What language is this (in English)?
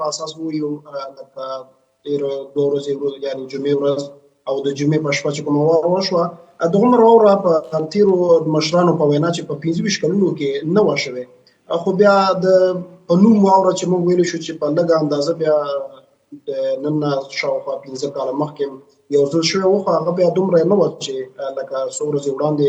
Pashto